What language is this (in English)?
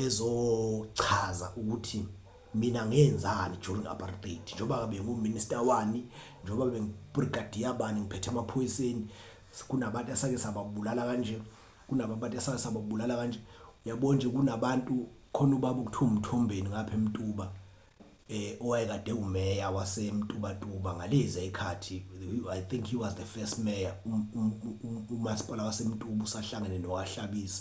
Zulu